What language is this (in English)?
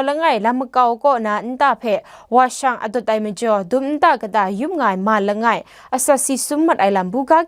Kachin